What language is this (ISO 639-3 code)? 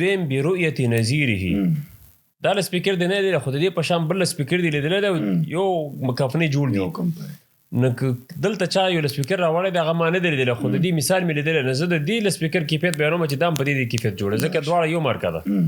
pus